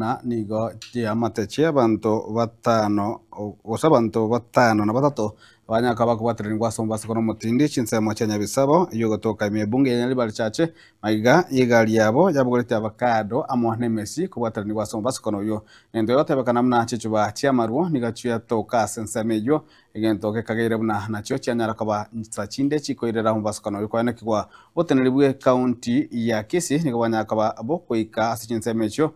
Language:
Gusii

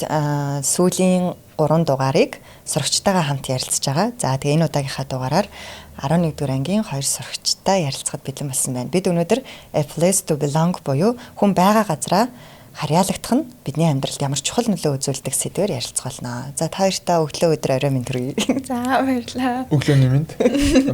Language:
Mongolian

